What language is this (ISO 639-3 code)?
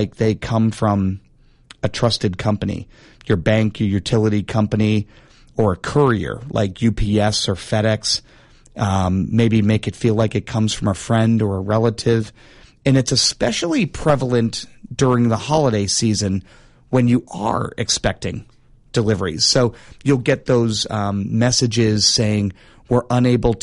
eng